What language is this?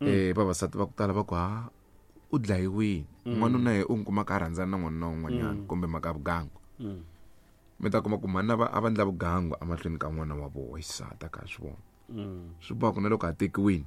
Tsonga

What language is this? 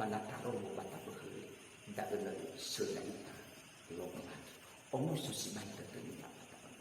Nias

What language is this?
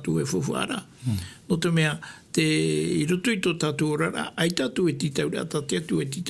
Tahitian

